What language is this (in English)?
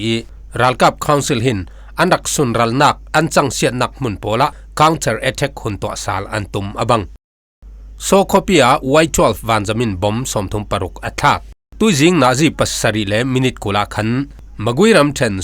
Falam Chin